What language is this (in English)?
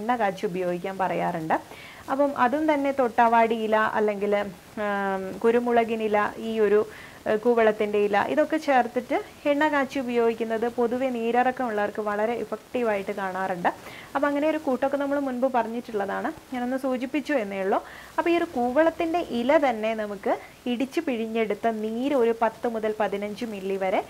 Malayalam